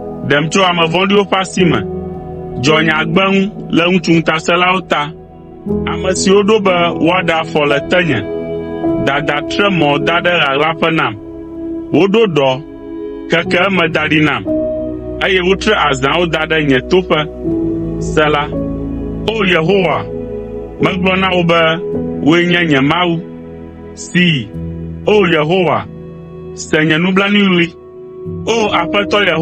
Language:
Ewe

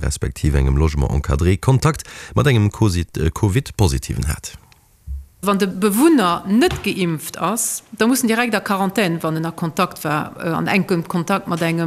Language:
Luxembourgish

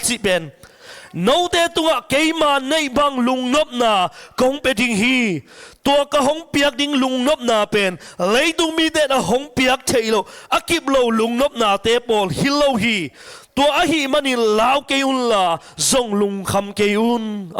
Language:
Tedim Chin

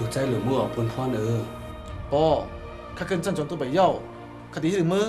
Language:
Shan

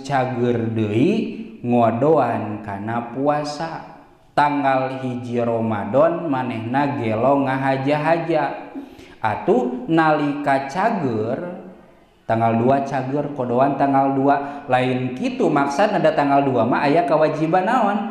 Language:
Sundanese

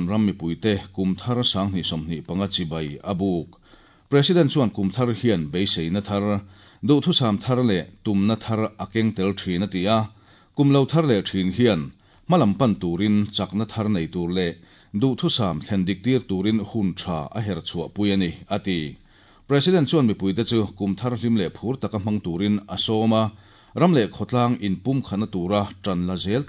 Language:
Mizo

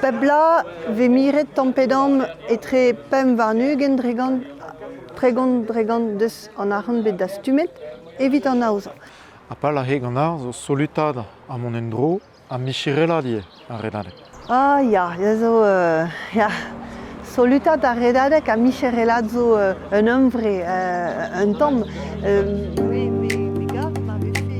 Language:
Breton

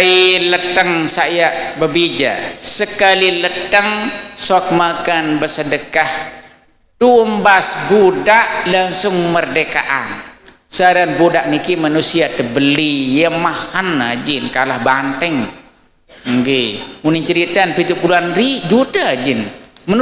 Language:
Sasak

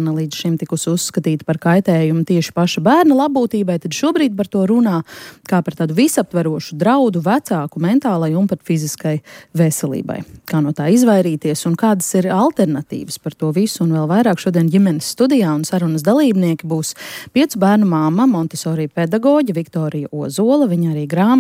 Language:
Latvian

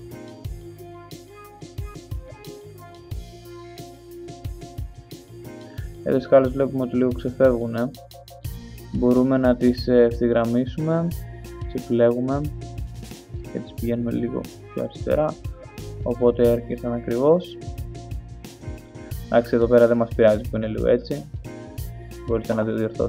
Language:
Greek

